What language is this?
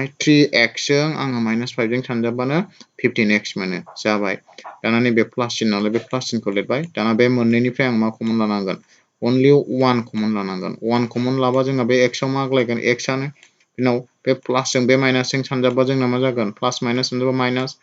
Bodo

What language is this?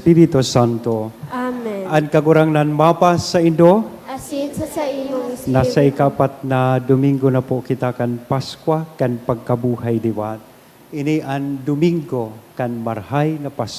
Bikol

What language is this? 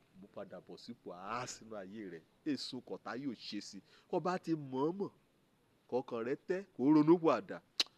Yoruba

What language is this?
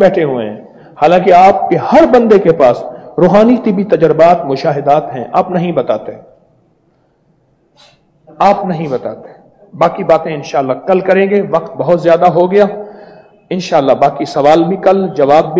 Urdu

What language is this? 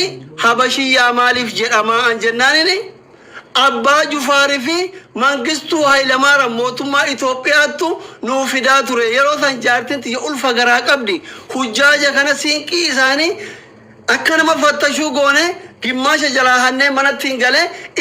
Oromo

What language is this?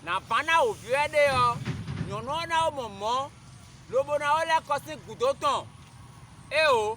Fon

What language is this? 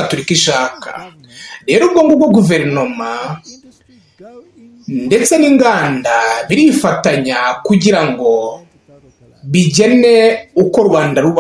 Kinyarwanda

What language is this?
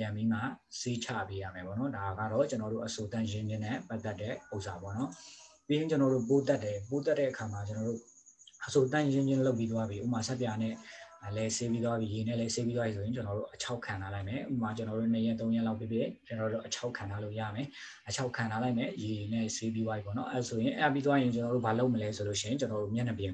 Burmese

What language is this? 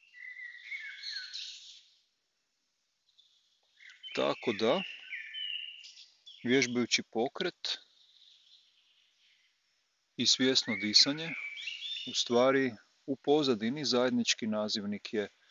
Croatian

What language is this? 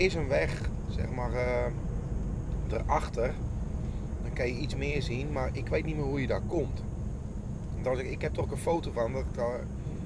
Dutch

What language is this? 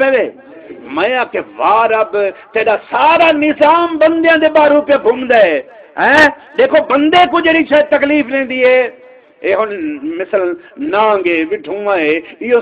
Saraiki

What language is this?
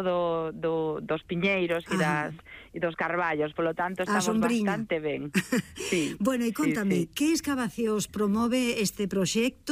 Galician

